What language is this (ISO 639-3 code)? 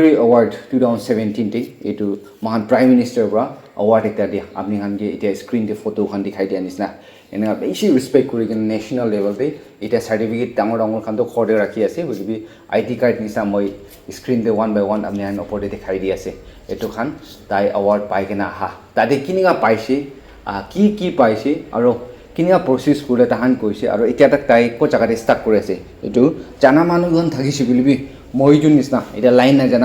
nag